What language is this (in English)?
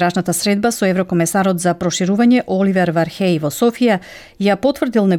Macedonian